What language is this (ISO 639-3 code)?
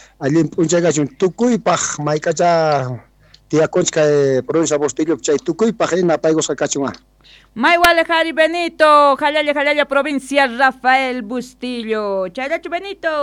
quh